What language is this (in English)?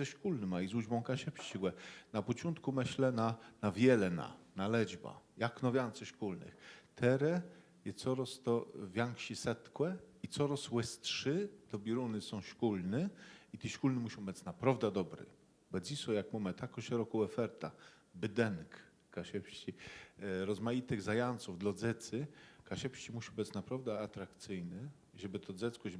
Kashubian